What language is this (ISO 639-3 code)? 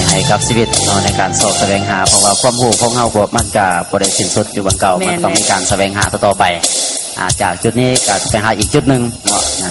lao